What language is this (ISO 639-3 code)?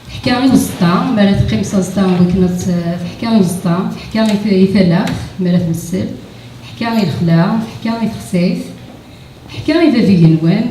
kab